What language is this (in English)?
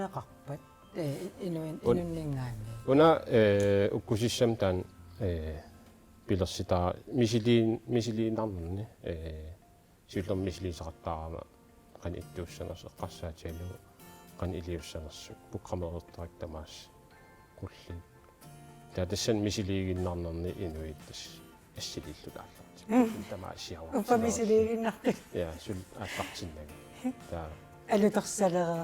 Kalaallisut